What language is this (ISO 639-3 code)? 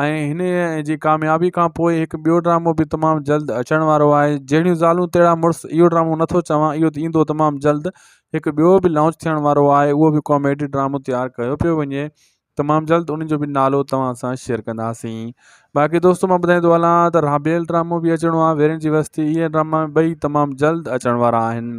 snd